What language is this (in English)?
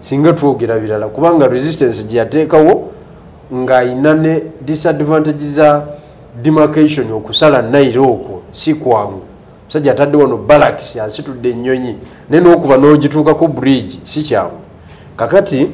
Ganda